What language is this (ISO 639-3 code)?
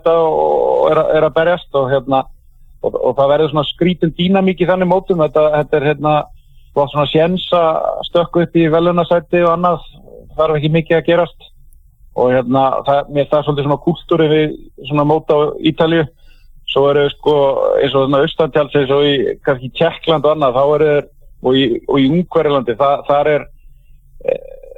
isl